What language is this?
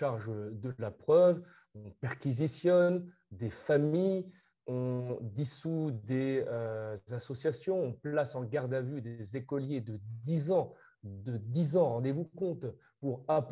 French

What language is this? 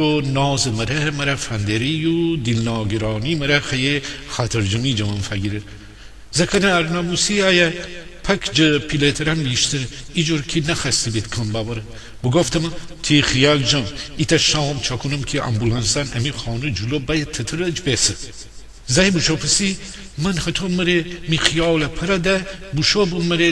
Gilaki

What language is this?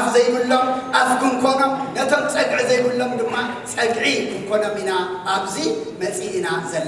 Tigrinya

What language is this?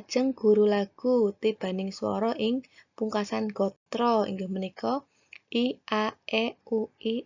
Javanese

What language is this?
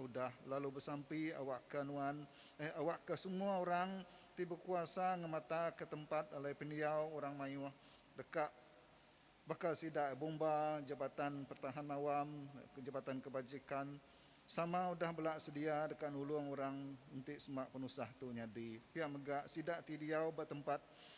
Iban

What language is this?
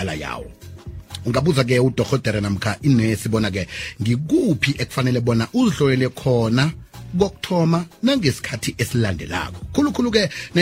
South Ndebele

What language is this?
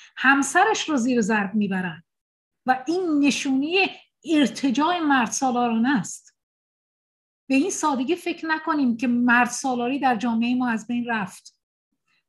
Persian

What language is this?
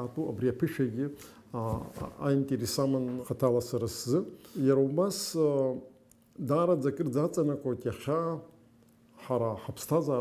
Abkhazian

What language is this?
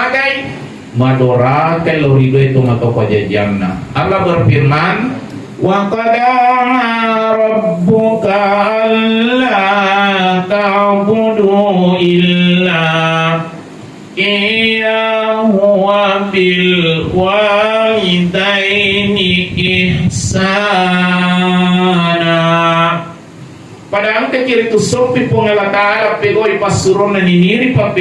Buginese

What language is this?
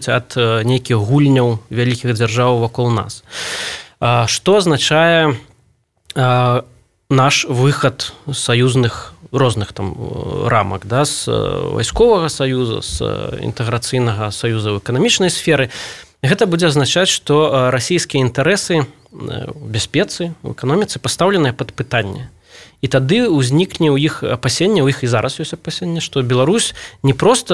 Belarusian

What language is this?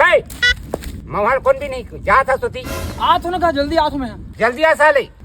Chhattisgarhi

